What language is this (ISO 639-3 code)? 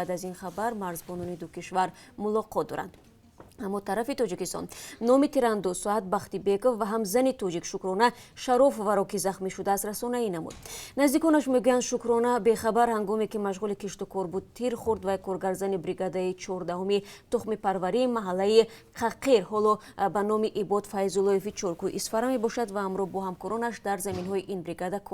tgk